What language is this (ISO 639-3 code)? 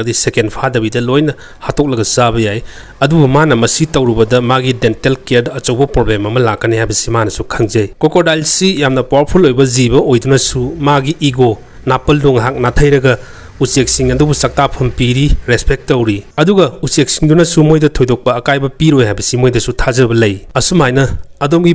mni